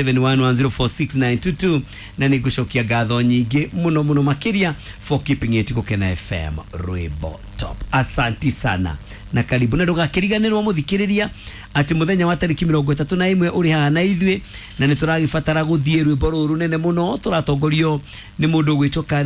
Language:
Kikuyu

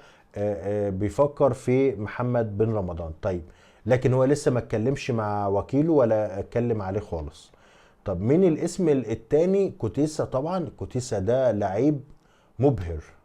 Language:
Egyptian Arabic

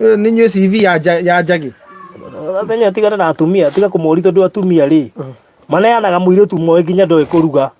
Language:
Kikuyu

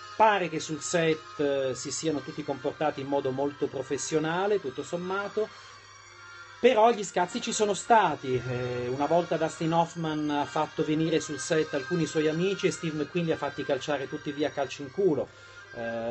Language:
Italian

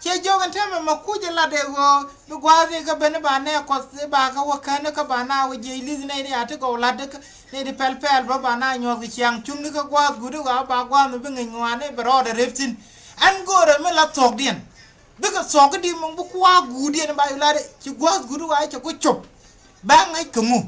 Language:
Nuer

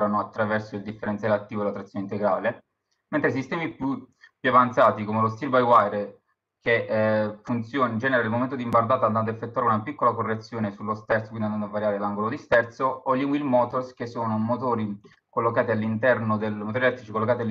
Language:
Italian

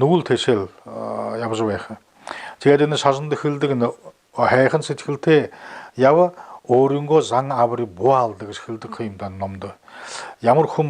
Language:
Buriat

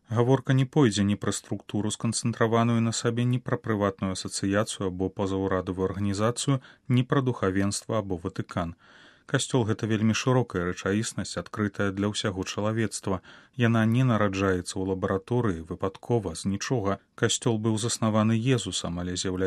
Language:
Belarusian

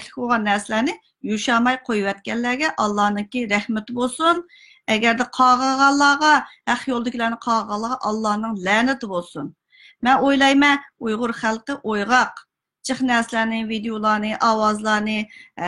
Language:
Uyghur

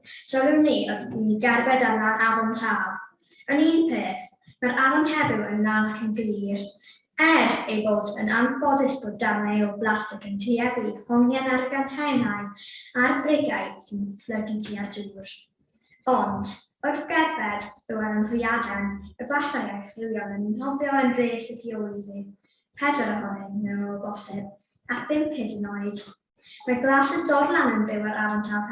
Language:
Welsh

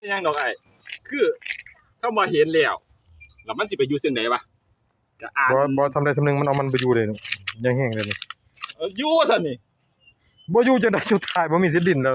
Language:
Northeastern Thai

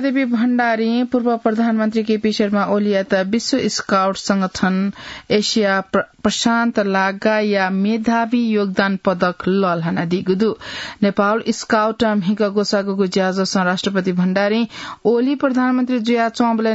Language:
Newari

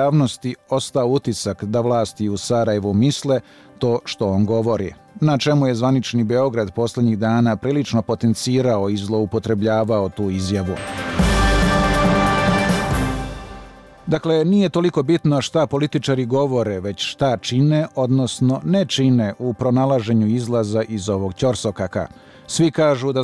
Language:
Bosnian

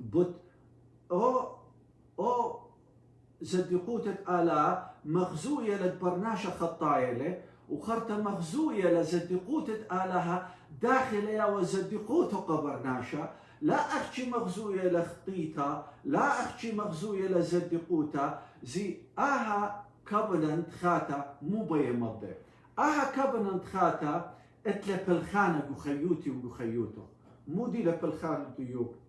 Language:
Assyrian Neo-Aramaic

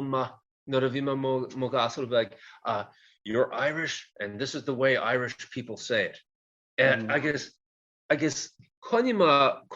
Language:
Irish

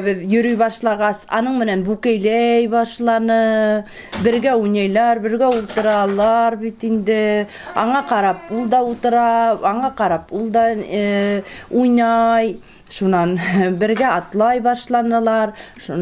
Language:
Bashkir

